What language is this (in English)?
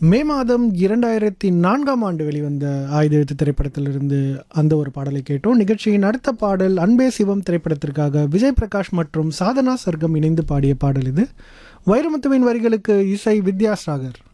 Tamil